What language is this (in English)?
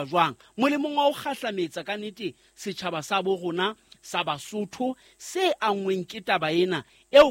Southern Sotho